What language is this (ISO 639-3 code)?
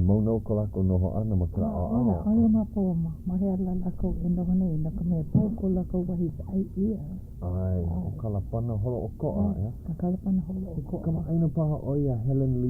haw